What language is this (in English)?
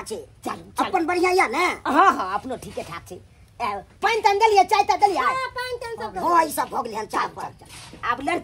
Maithili